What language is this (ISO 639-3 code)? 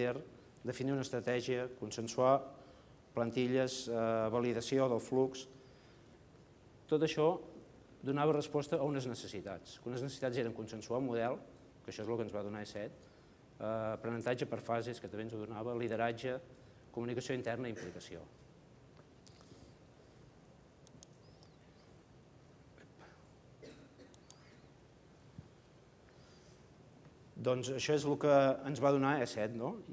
cat